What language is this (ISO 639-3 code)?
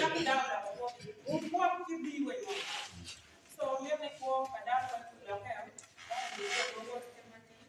ach